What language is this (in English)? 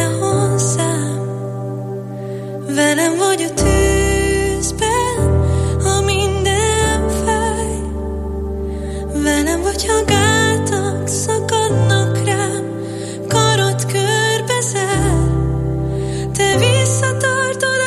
Hungarian